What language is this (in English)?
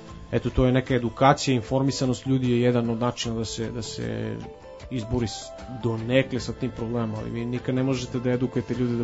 Serbian